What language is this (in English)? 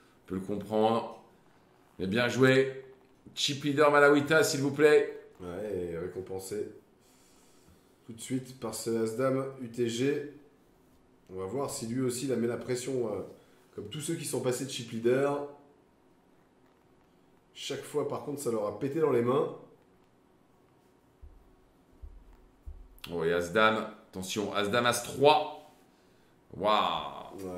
French